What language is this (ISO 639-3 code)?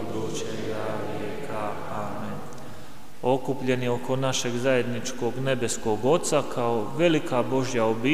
hrv